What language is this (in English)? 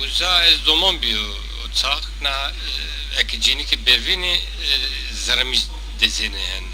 Zaza